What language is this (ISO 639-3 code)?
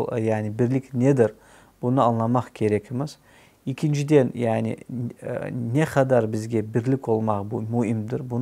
crh